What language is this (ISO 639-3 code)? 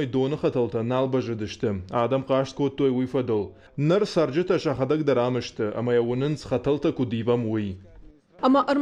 oss